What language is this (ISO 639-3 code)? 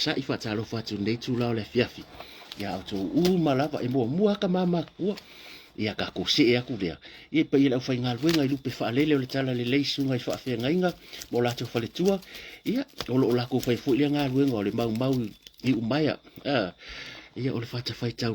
smo